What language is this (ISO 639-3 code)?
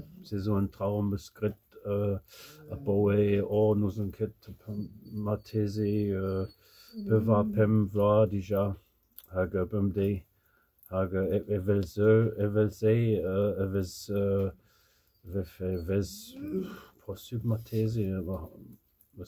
bre